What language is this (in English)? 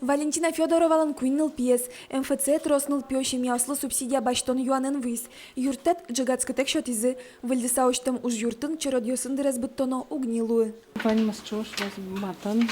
Udmurt